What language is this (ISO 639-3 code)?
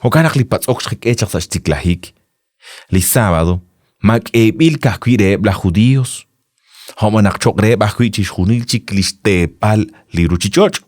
kek